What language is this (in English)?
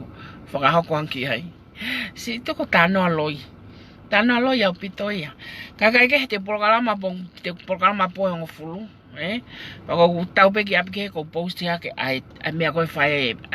Tongan